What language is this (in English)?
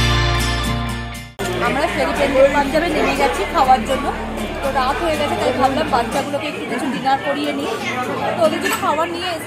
Bangla